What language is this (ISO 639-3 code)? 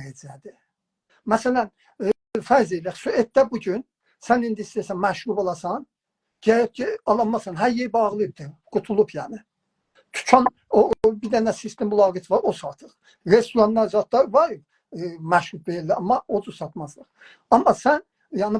azb